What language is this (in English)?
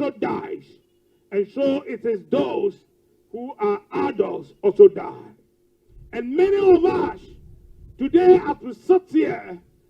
Ewe